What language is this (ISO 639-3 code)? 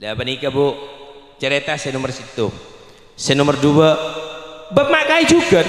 mad